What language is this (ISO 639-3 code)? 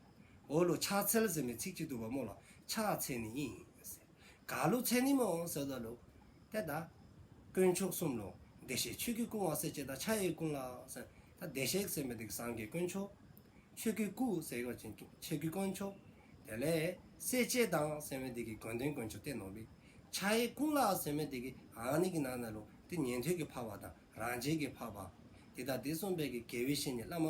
dzo